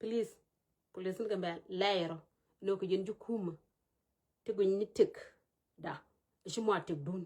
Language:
Nuer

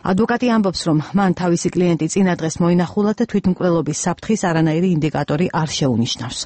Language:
Georgian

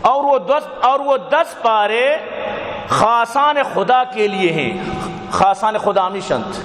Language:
Baluchi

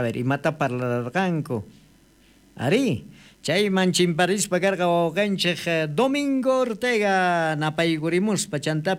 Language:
South Bolivian Quechua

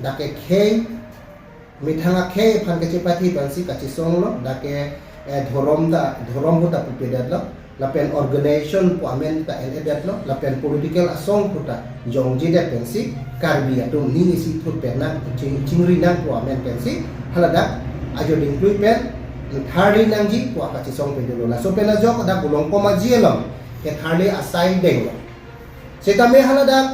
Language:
Karbi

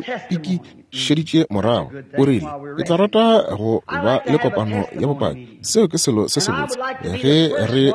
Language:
Northern Sotho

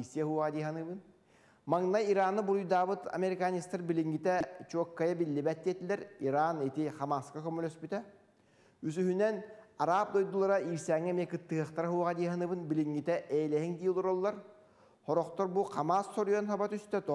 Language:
Yakut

